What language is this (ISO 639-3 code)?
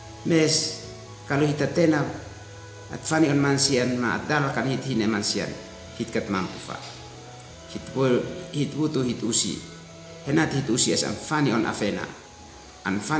aoz